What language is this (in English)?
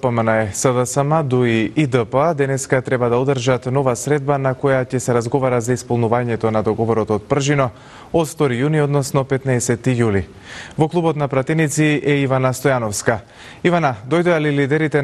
Macedonian